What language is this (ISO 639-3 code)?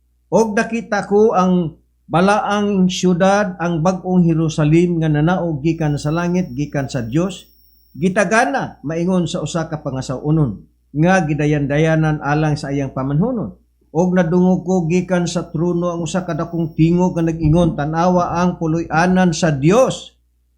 ceb